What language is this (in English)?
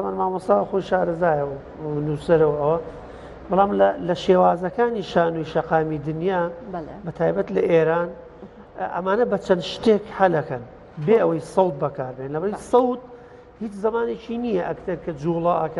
Central Kurdish